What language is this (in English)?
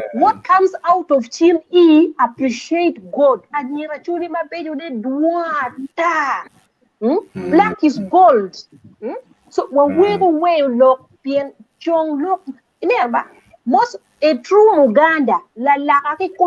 Acoli